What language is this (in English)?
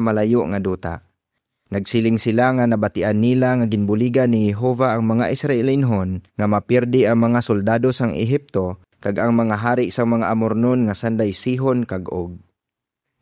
Hiligaynon